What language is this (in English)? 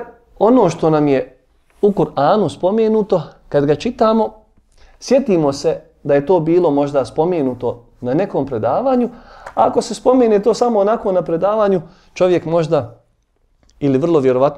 Bosnian